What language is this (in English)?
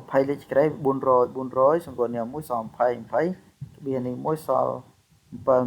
Khmer